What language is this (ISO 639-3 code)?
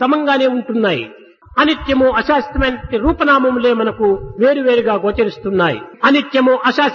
tel